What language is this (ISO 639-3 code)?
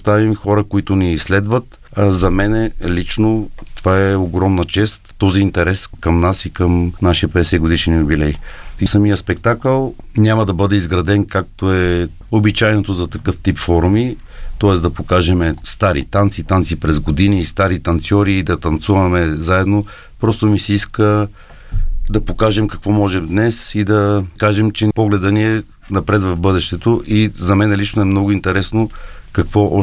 bul